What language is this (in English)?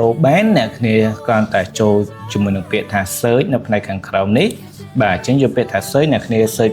Khmer